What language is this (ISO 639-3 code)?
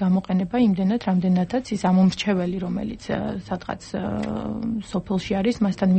kat